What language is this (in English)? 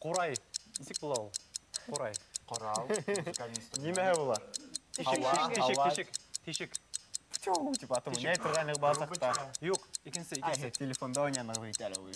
Bashkir